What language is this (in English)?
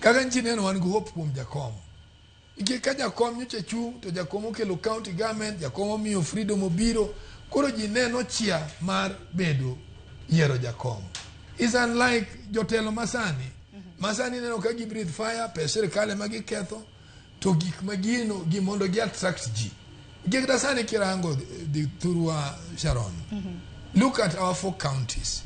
Luo (Kenya and Tanzania)